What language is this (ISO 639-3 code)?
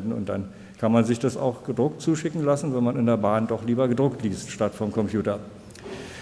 deu